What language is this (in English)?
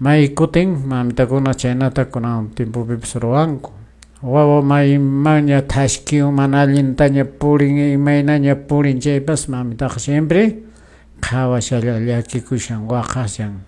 Quechua